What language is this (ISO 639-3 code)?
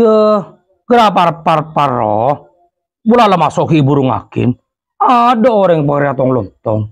mad